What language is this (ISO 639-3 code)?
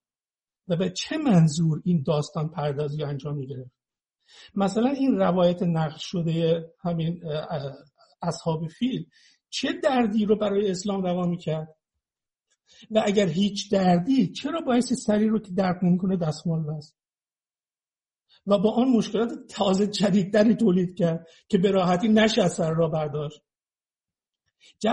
fas